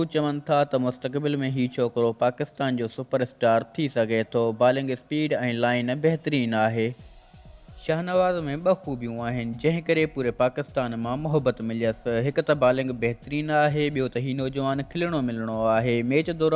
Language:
Sindhi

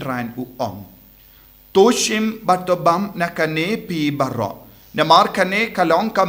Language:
Khasi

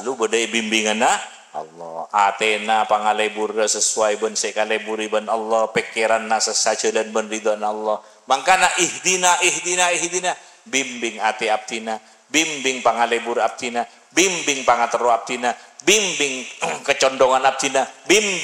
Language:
Madurese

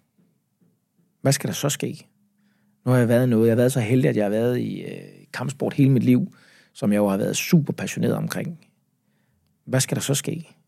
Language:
Danish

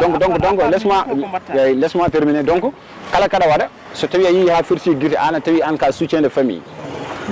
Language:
Fula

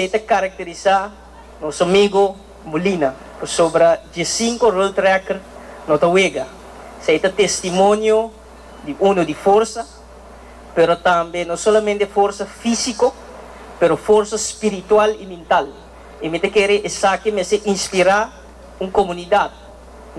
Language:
Papiamento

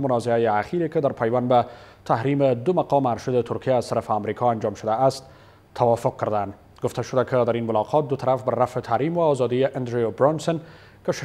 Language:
Persian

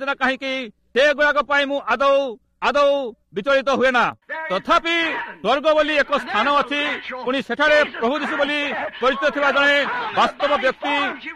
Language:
Odia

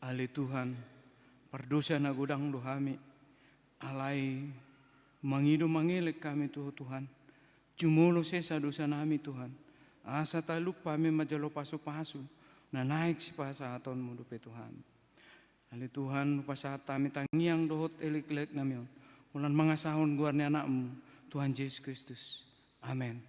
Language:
Batak Toba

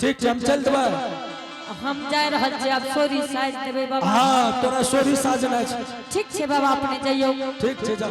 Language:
Angika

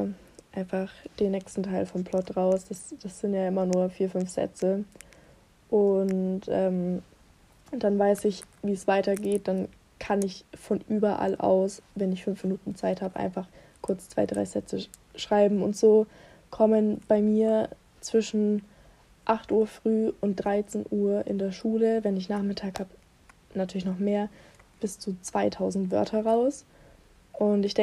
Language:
German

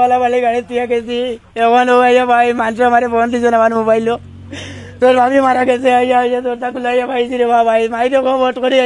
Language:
Sylheti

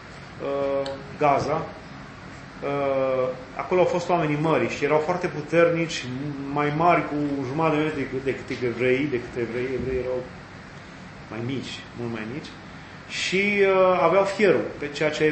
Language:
Romanian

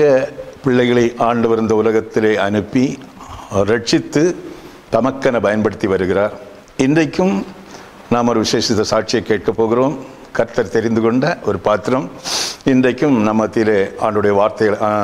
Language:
Tamil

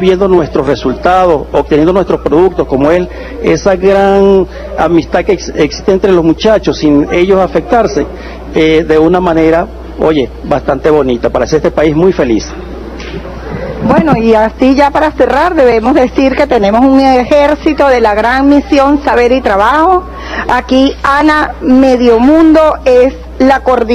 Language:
Spanish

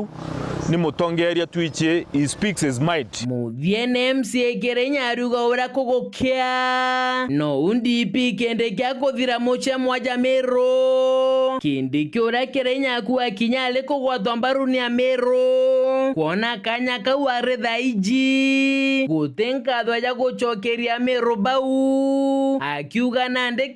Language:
Meru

